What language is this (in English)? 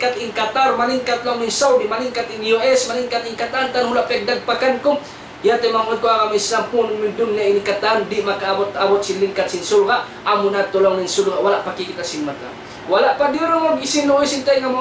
Tausug